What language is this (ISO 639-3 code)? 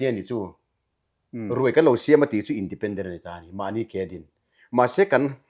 lus